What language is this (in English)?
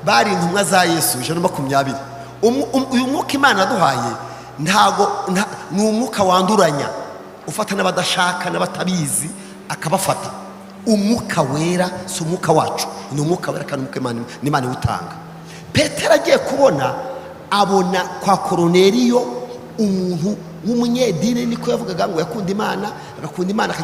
Kinyarwanda